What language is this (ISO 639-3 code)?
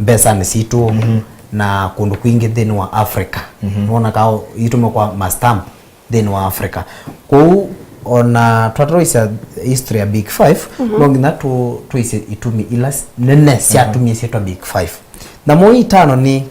kam